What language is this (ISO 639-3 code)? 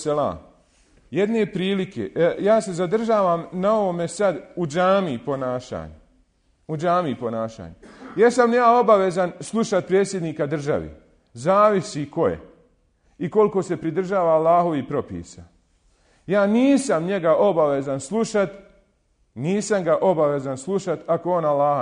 bos